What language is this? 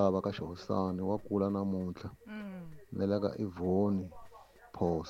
Tsonga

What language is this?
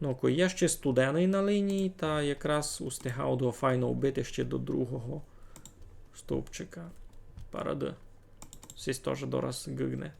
Rusyn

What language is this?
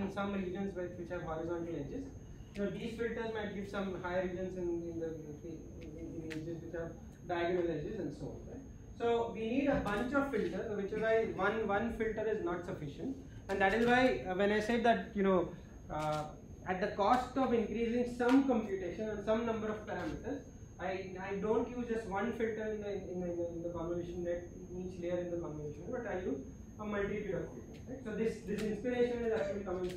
English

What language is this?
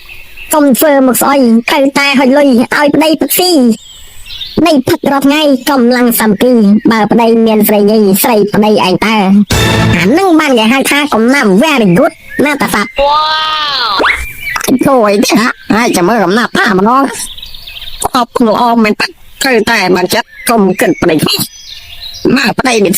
Khmer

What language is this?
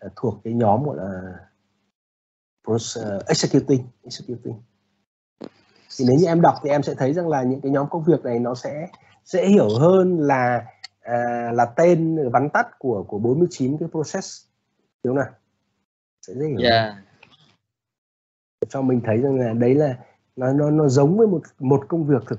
Vietnamese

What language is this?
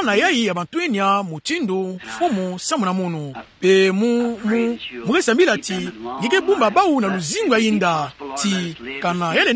Kituba (Democratic Republic of Congo)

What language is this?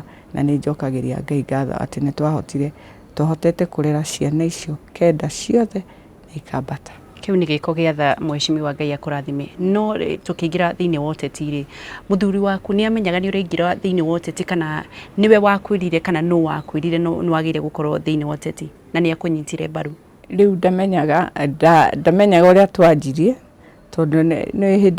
Kikuyu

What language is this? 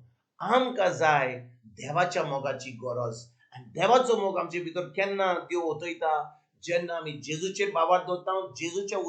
Konkani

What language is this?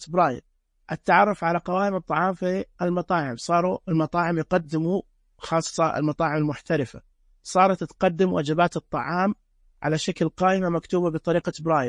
Najdi Arabic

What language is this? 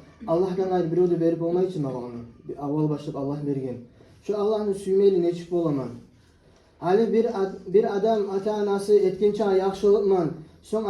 Kumyk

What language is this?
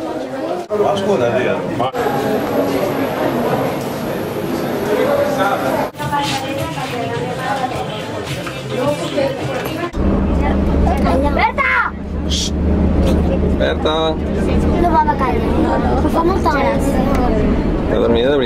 Catalan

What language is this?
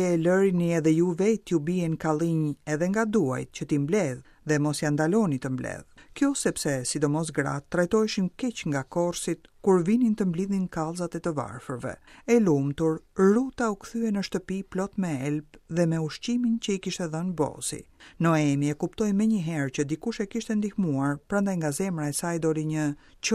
Albanian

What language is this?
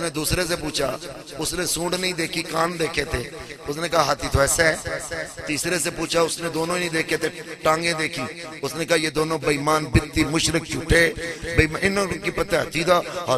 Urdu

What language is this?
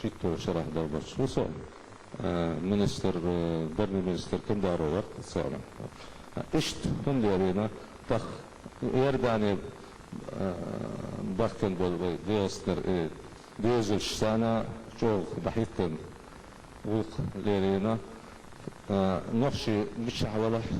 Chechen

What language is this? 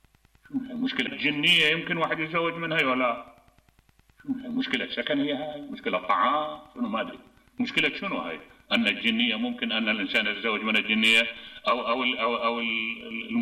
Mesopotamian Arabic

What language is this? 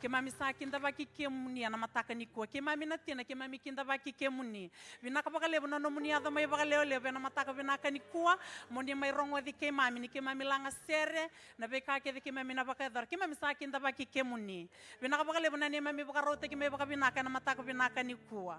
Fijian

